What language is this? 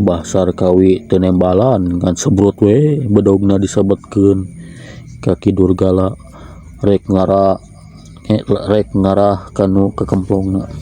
Sundanese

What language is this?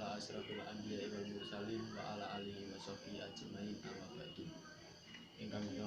Javanese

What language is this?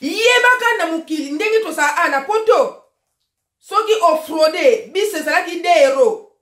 Lingala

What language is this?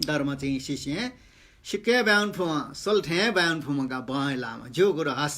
Newari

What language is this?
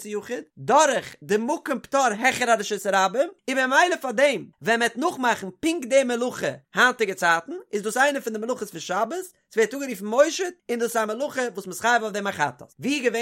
Yiddish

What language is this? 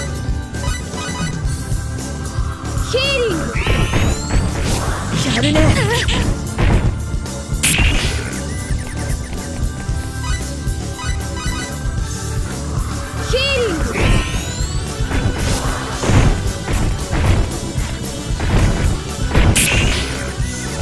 Japanese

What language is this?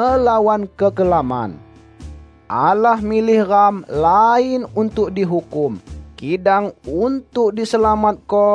Malay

